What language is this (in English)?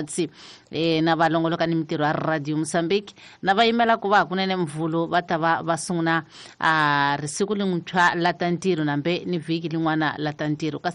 Tsonga